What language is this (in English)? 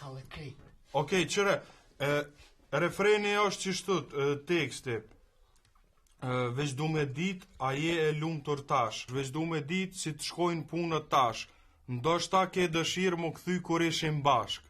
Albanian